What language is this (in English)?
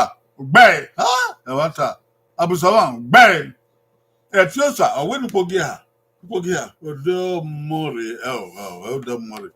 Bini